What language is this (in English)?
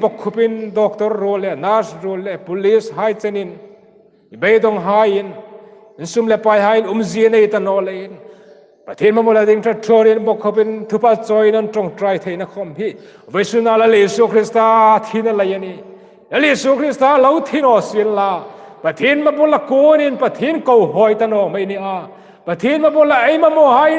Hmar